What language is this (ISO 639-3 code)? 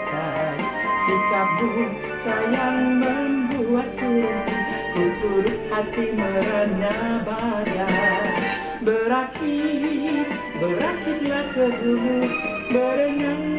msa